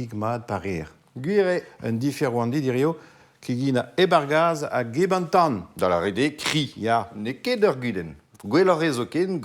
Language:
Breton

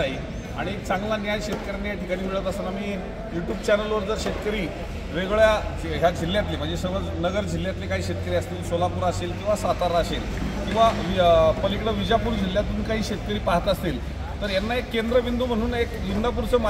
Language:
Marathi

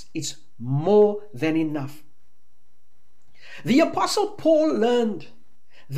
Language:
English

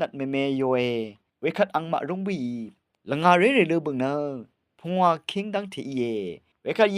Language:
Rawang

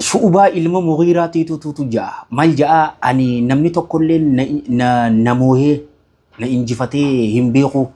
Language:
Oromo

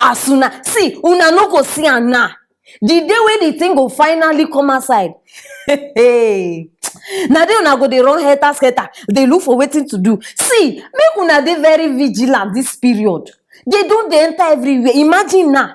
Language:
Nigerian Pidgin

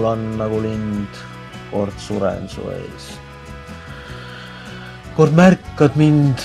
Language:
Estonian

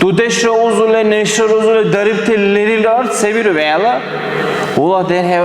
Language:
Dargwa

